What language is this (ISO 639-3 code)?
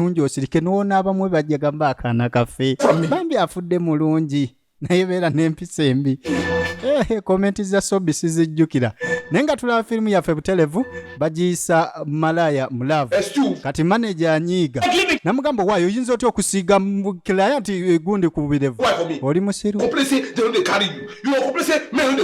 lug